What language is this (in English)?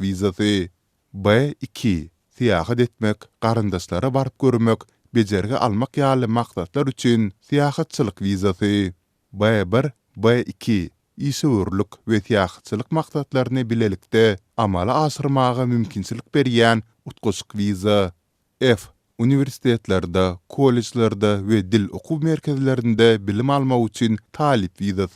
Turkmen